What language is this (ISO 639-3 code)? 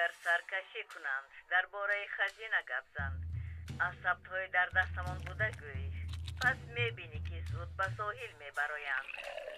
tgk